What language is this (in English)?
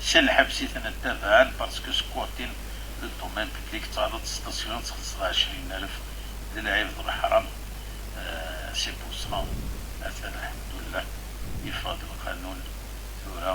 Kabyle